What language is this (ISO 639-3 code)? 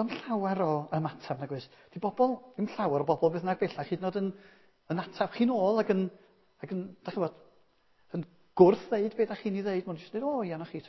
cym